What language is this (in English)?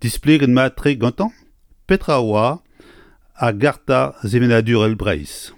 Breton